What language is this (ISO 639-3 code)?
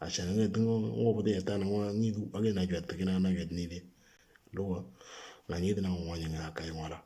mor